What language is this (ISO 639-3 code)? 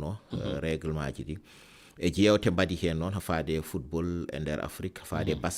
ful